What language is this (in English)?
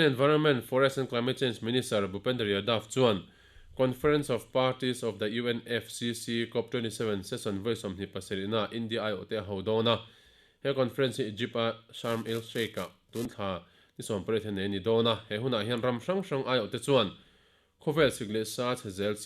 Mizo